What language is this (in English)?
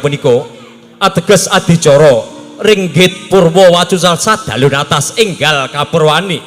Javanese